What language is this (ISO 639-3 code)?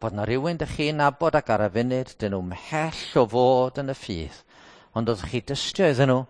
cym